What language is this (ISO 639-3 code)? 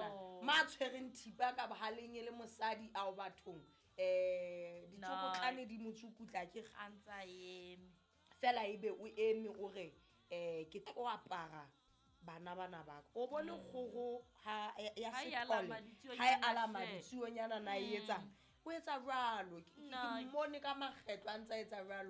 sot